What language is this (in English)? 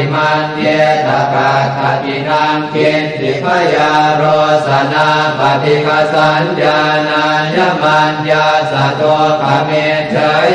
Pali